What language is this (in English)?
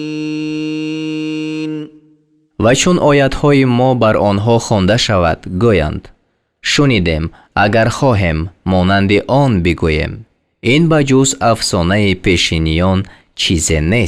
Tajik